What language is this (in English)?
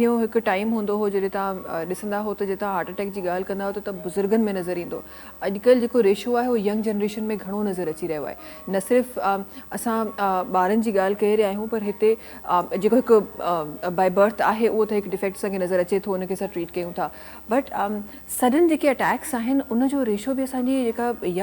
Sindhi